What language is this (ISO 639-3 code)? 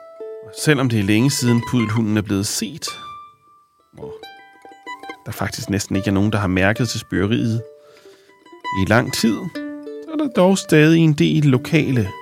dan